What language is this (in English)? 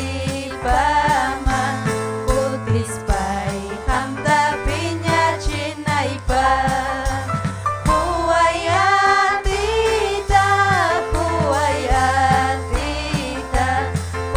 Ayacucho Quechua